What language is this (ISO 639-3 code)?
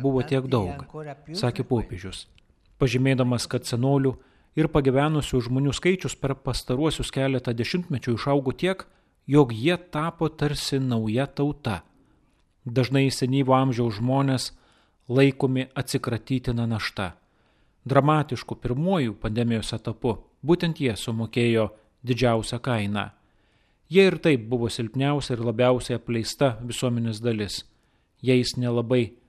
lit